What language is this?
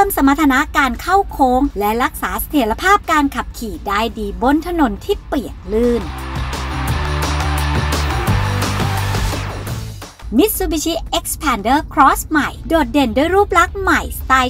Thai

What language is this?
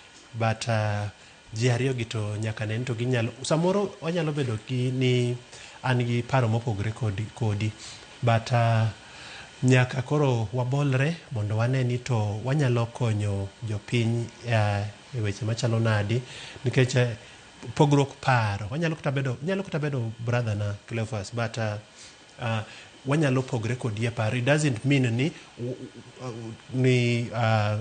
Luo (Kenya and Tanzania)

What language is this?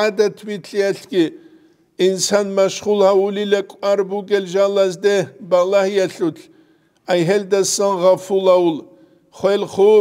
Avaric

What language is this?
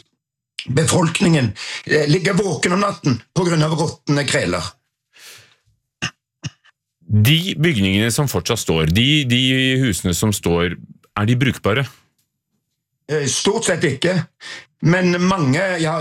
Norwegian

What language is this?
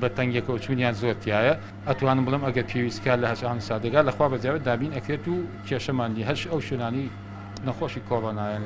Central Kurdish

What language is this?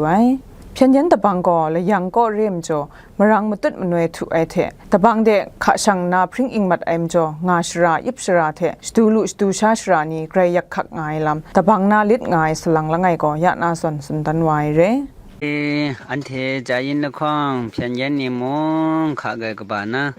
Kachin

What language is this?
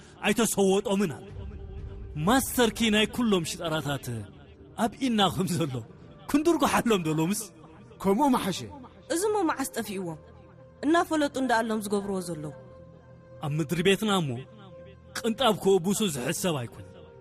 Tigrinya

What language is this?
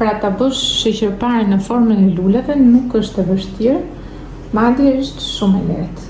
Albanian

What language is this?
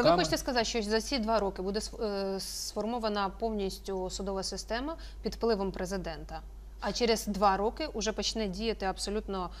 Ukrainian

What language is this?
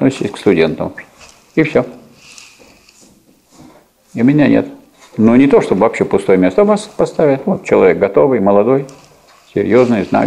Russian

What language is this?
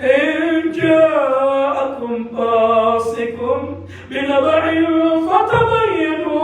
Maranao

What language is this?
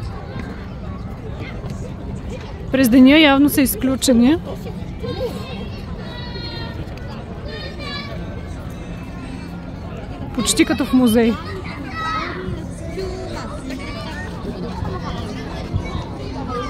Bulgarian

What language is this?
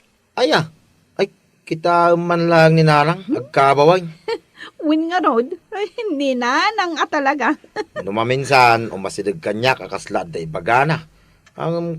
Iloko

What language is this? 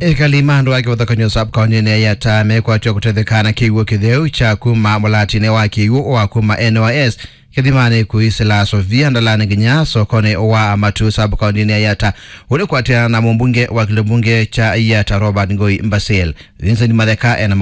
Kamba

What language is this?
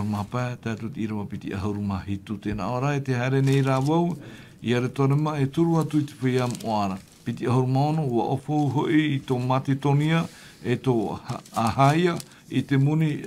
Tahitian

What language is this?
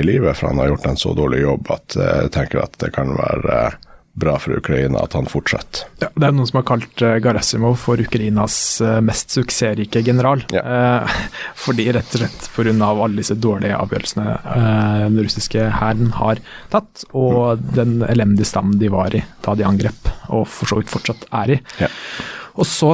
Norwegian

